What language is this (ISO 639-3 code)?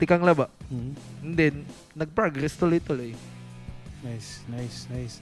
war